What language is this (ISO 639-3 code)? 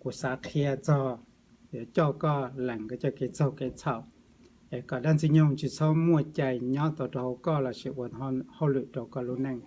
hmn